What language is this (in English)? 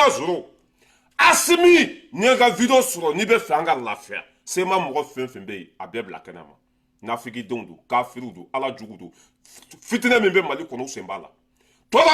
Bambara